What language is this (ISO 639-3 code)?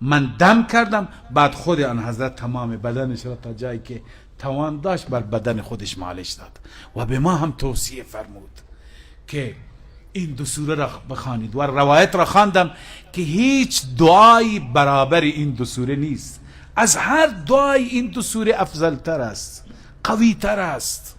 fas